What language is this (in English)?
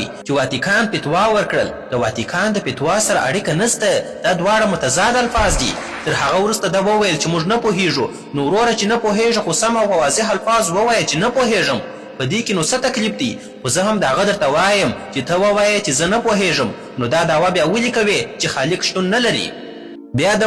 Pashto